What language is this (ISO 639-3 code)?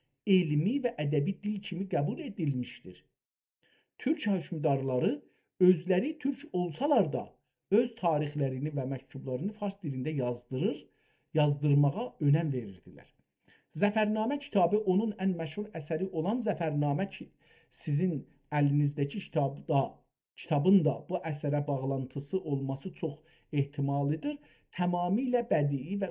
azb